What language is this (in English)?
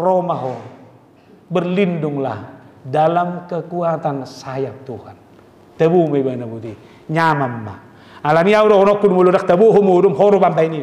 Batak Toba